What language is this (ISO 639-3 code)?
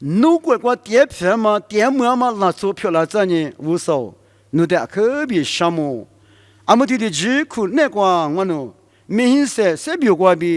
lis